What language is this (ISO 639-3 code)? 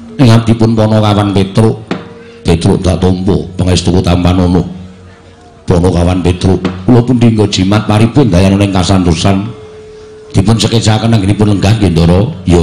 jav